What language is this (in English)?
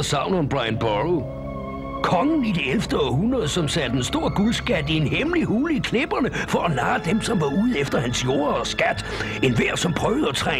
Danish